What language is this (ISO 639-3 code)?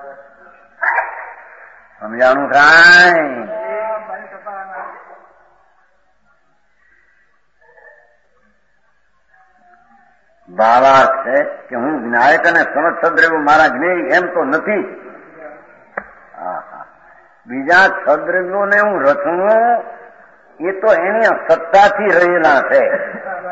guj